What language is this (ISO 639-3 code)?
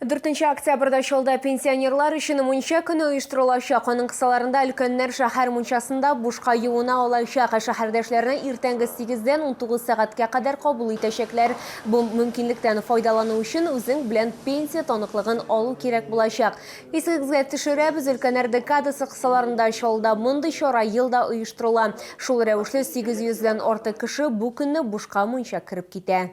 tat